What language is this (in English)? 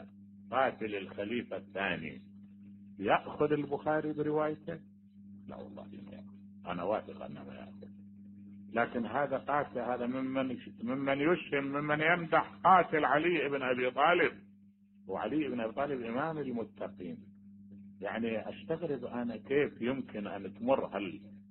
Mesopotamian Arabic